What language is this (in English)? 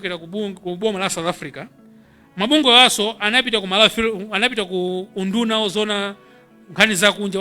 Nyanja